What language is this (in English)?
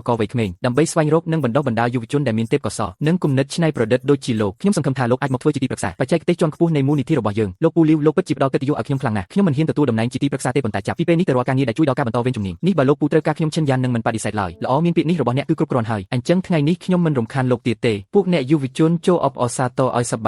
Khmer